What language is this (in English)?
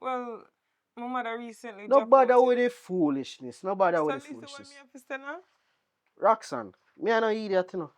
Jamaican Creole English